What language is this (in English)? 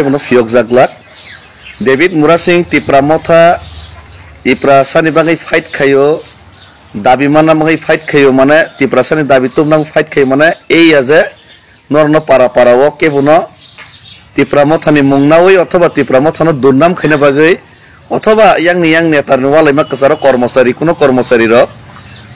Kok Borok